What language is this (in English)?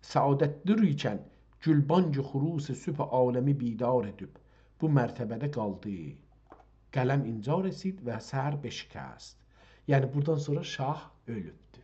South Azerbaijani